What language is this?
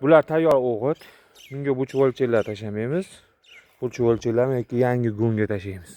Uzbek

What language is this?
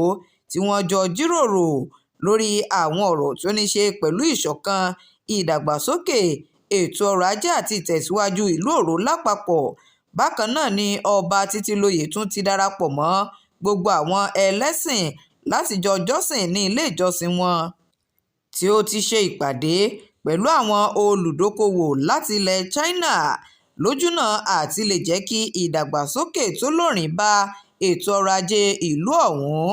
Yoruba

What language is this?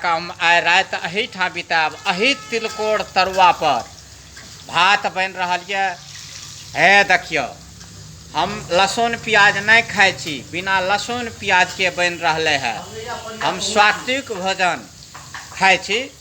Maithili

